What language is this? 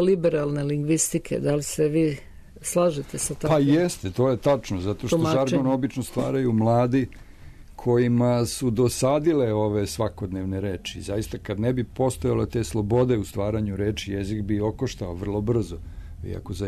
Serbian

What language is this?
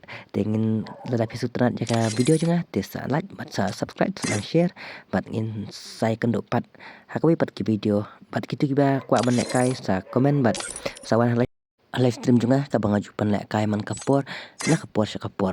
Khasi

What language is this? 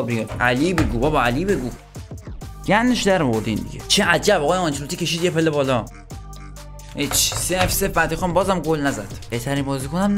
Persian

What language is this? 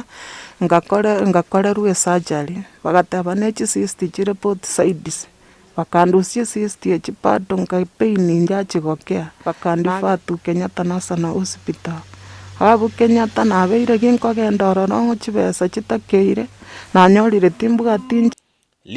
Gusii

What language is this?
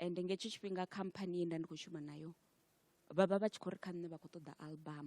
Venda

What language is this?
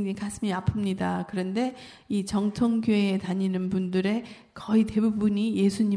Korean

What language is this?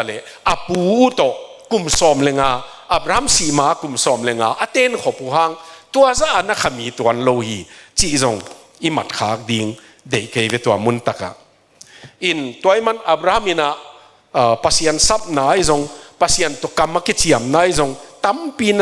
Tedim Chin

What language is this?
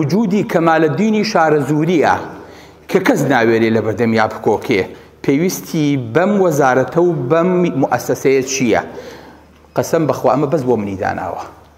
Central Kurdish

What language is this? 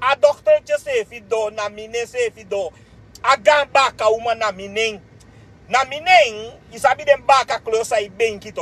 Sranan Tongo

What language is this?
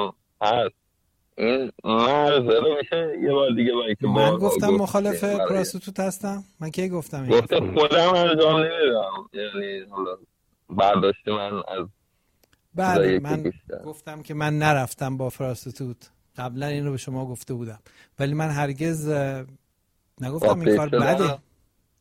Persian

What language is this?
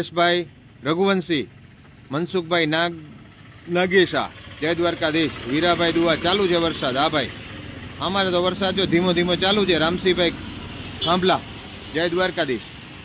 Gujarati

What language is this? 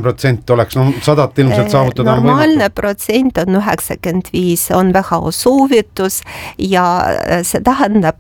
Estonian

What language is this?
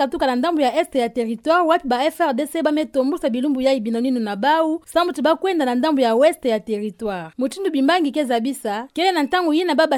Kituba (Democratic Republic of Congo)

